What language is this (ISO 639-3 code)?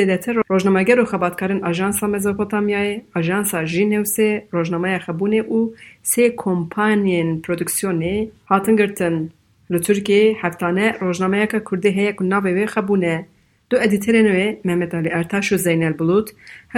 kur